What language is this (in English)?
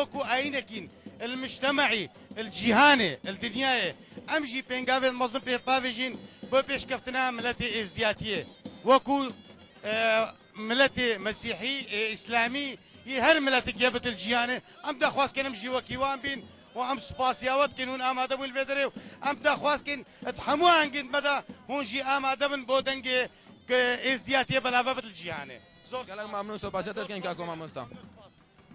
Kurdish